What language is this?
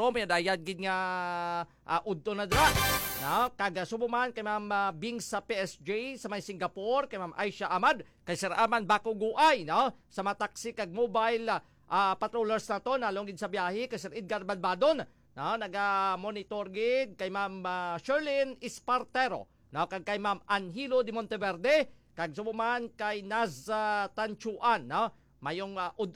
Hiligaynon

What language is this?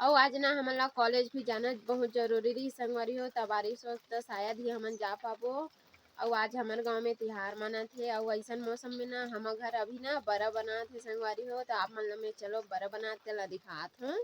Chhattisgarhi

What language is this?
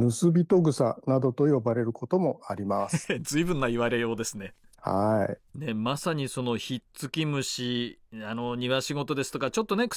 Japanese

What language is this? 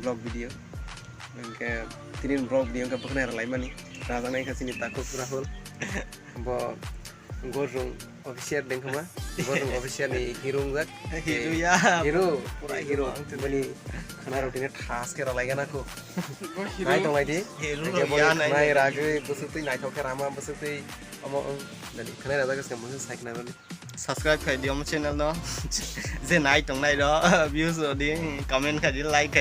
Kok Borok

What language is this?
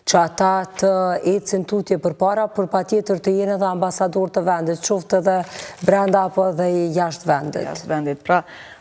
Albanian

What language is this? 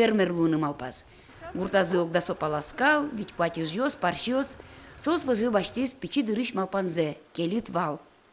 Udmurt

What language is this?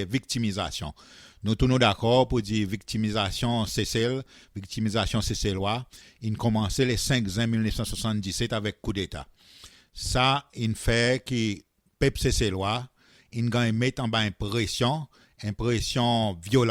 Seselwa Creole French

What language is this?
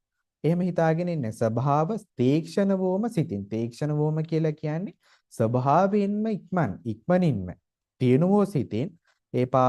Sinhala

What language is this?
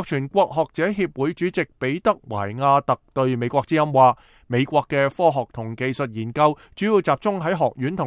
Cantonese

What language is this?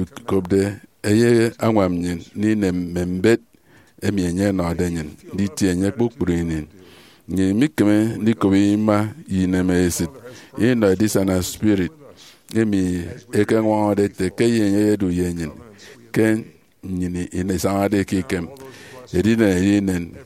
Efik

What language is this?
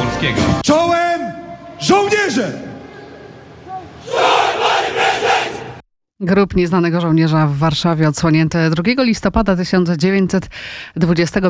Polish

